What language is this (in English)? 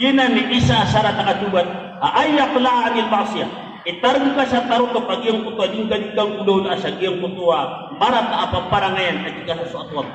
Maranao